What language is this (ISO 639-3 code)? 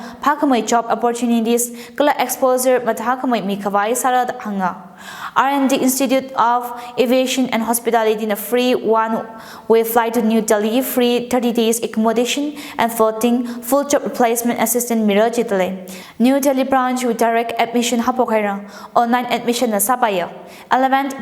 nmf